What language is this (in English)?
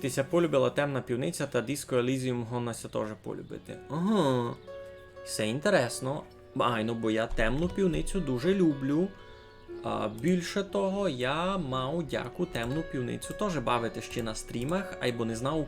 Rusyn